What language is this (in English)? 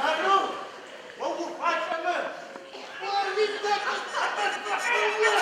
Adyghe